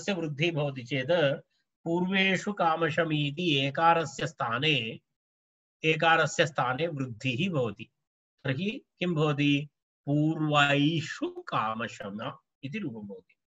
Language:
Sanskrit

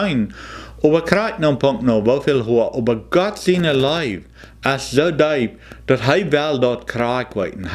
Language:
Plautdietsch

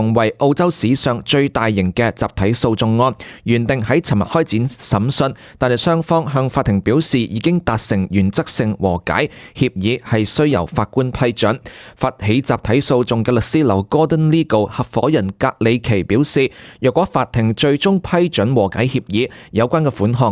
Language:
Cantonese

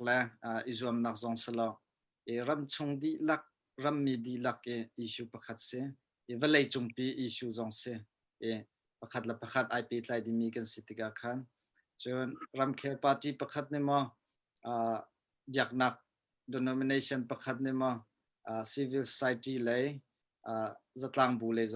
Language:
Hakha Chin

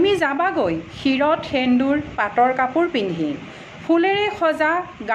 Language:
Assamese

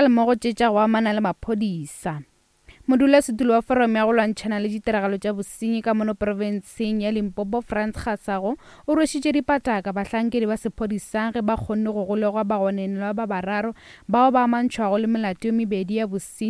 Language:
Northern Sotho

